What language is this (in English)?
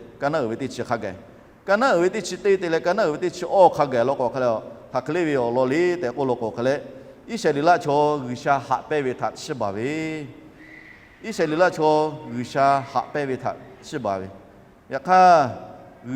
Lahu